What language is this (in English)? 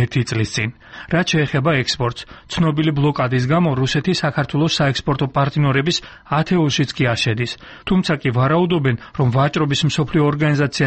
Georgian